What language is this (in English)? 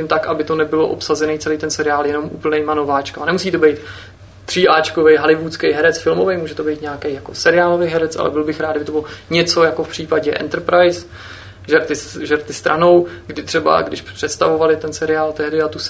Czech